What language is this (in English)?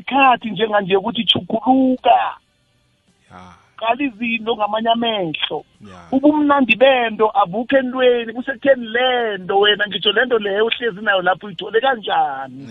South Ndebele